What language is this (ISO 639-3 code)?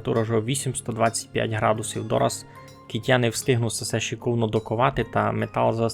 rue